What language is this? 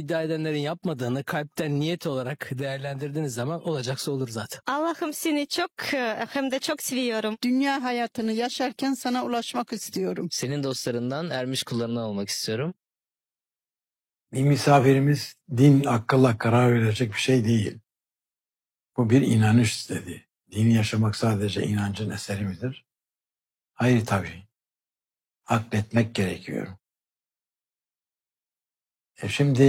Turkish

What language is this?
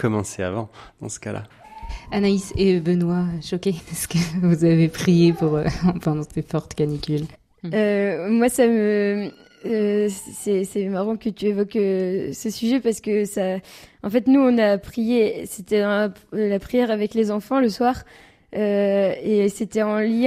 French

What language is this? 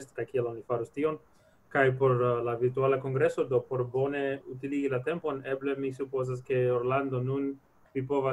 Esperanto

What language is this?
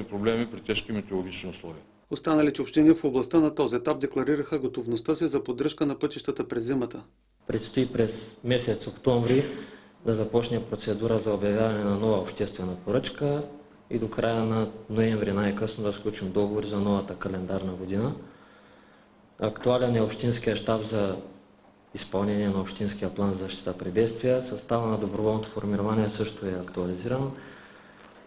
Bulgarian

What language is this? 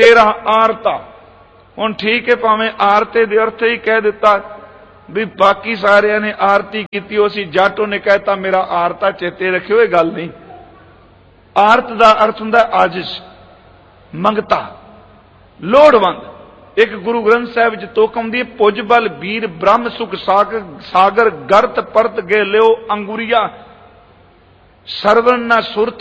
Punjabi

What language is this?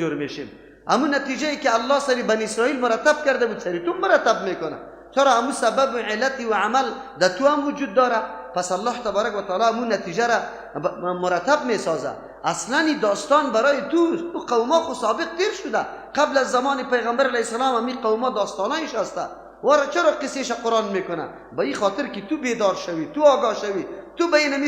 Persian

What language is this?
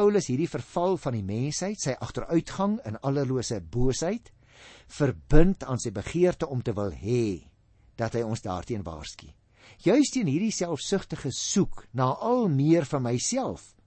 Afrikaans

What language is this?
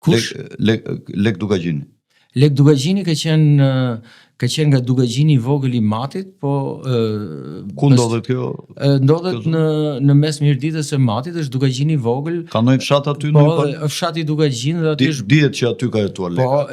Albanian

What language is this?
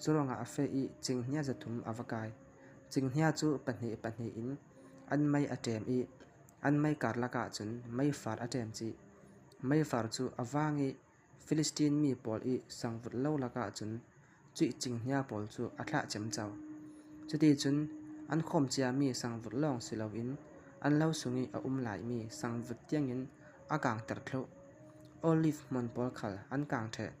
Falam Chin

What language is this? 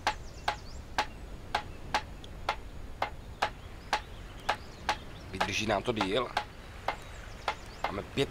Czech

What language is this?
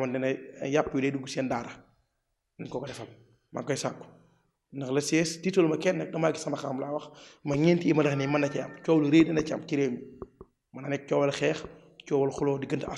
Wolof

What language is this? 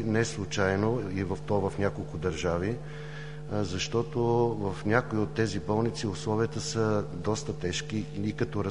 Bulgarian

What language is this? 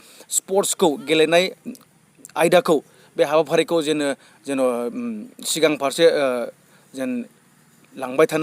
Bodo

